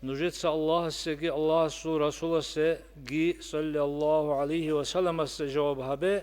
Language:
Avaric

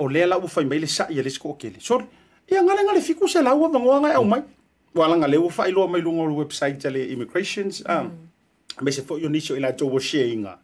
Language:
Samoan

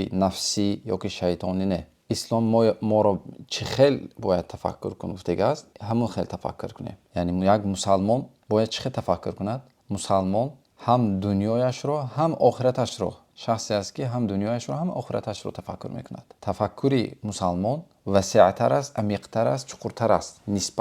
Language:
Tajik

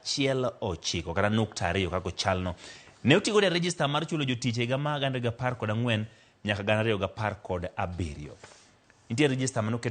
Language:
Luo (Kenya and Tanzania)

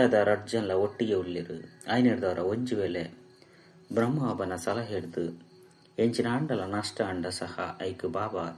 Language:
Tulu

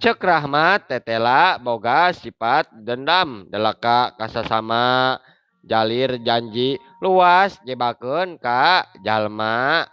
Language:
Sundanese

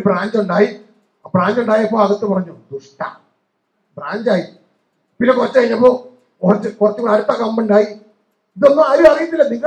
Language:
Malayalam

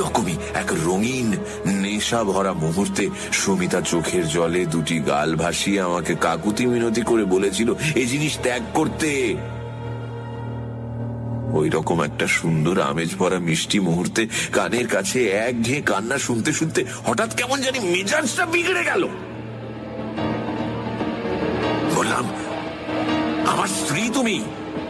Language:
Bangla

